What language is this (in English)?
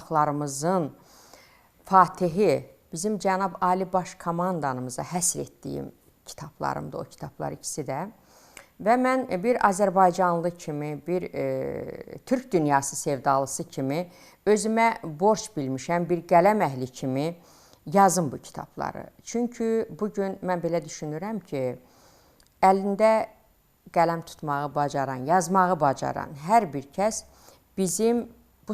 Azerbaijani